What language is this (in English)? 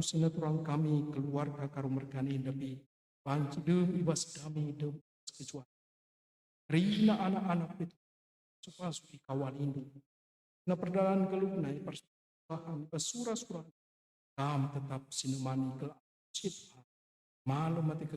Batak Karo